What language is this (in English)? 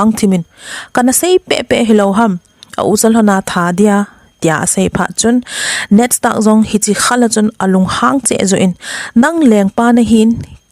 Thado Chin